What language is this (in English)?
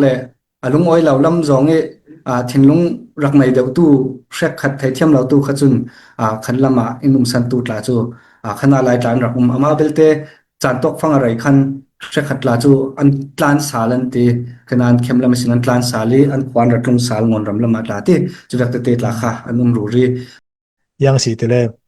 Falam Chin